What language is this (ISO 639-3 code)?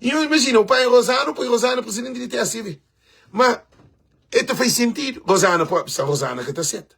kea